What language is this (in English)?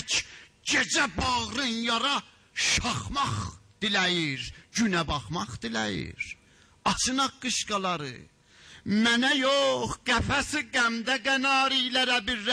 South Azerbaijani